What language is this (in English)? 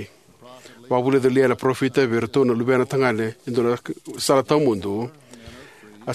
Fijian